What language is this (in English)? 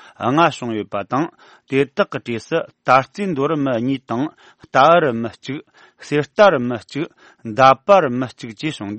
Tibetan